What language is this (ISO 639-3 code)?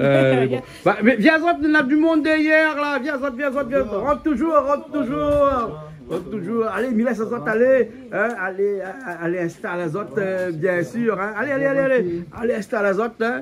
rcf